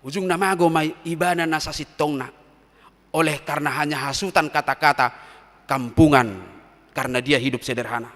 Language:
Batak Toba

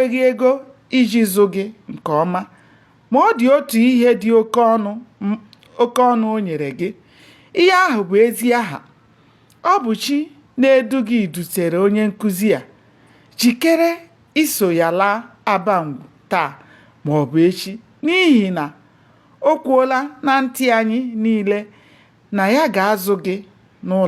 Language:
Igbo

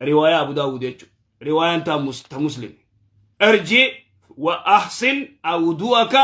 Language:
Oromo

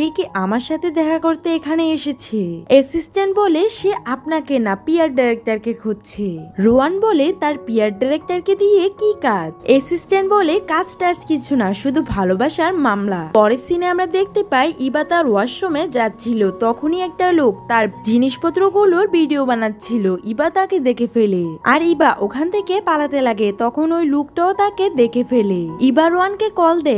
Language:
Bangla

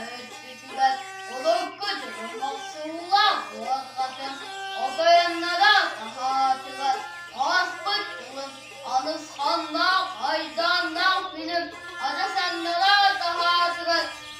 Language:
Yakut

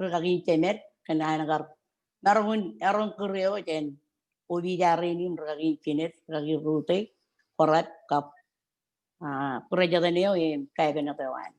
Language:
Marshallese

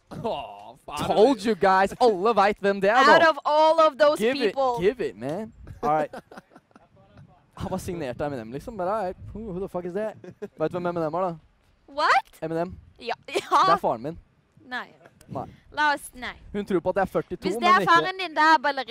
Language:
Norwegian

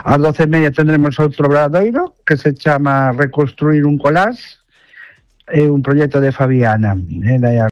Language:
Galician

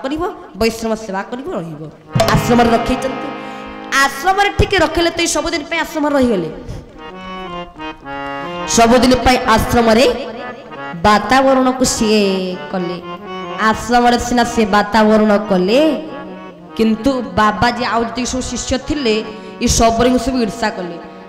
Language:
Odia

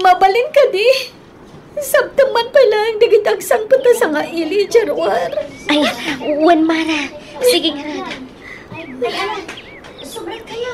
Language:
Iloko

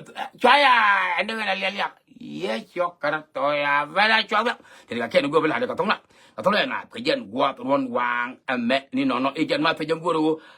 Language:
Nuer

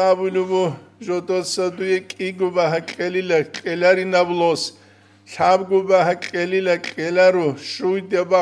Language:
Avaric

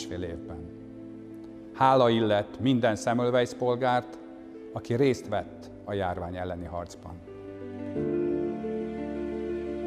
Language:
Hungarian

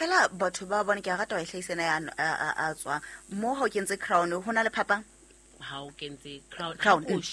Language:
Southern Sotho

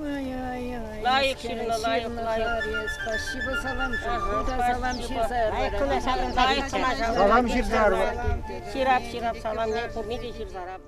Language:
Chuvash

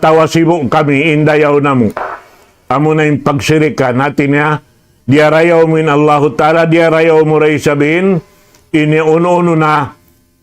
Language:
Tausug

